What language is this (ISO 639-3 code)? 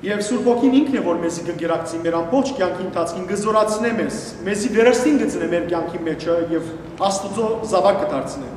hyw